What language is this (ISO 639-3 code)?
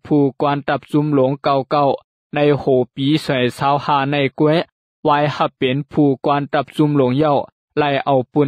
shn